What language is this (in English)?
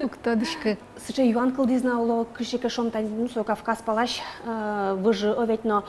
Udmurt